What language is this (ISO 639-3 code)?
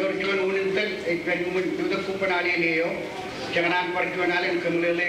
mah